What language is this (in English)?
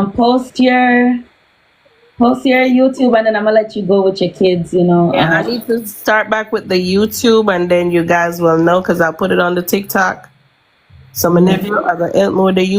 Jamaican Creole English